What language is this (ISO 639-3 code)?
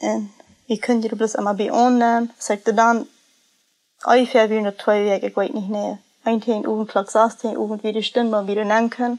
pdt